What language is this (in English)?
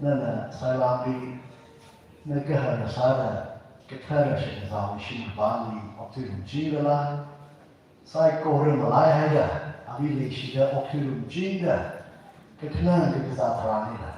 Tangkhul Naga (India)